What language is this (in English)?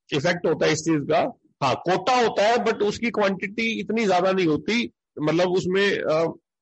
Hindi